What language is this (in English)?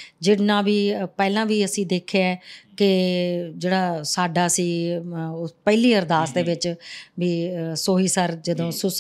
Punjabi